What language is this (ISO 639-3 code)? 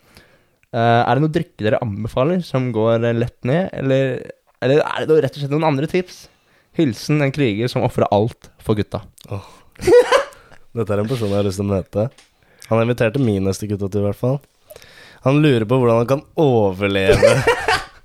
nor